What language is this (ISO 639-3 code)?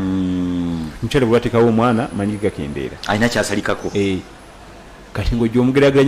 lug